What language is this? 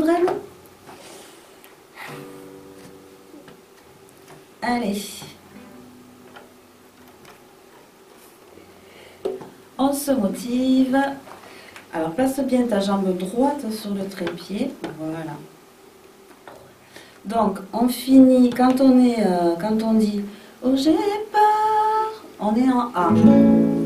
French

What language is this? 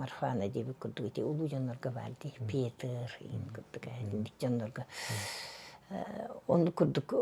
Yakut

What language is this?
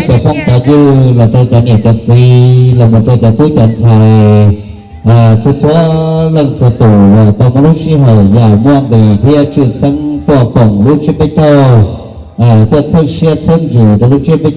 Hmong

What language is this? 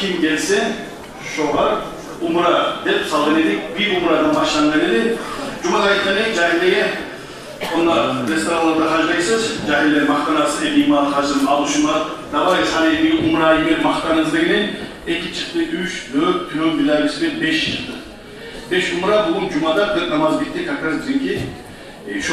Kumyk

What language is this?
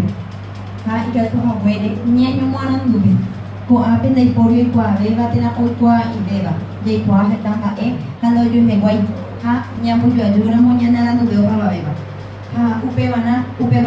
Guarani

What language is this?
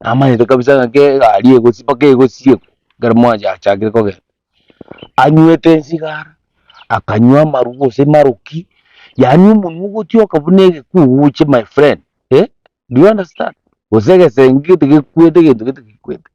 Gusii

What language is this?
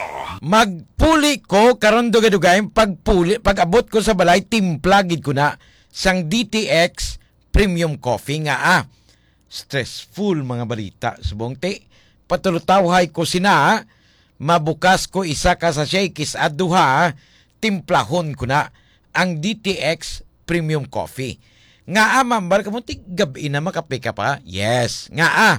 Hiligaynon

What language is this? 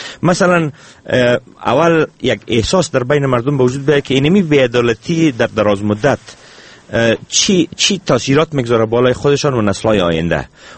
Persian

